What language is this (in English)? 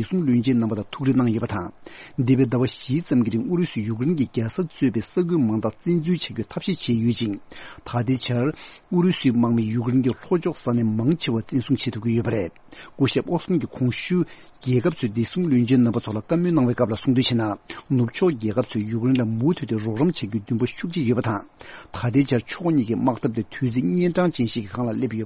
Tibetan